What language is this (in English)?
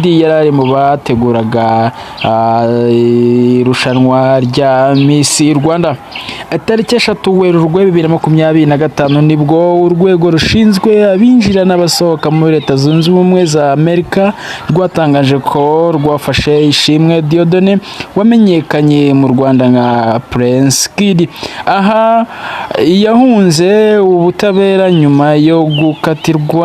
Kinyarwanda